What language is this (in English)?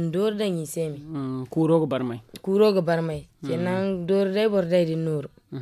Zarma